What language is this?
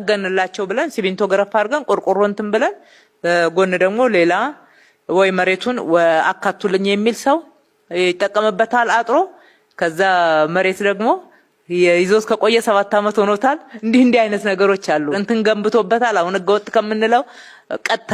Amharic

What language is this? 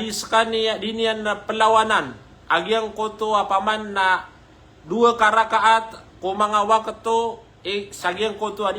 Maranao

